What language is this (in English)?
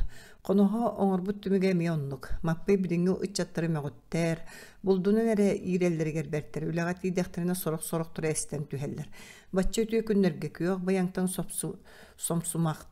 Yakut